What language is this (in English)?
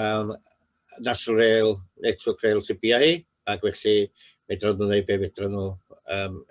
Welsh